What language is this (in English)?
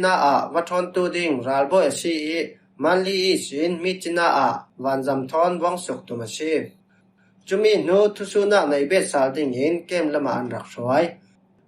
Falam Chin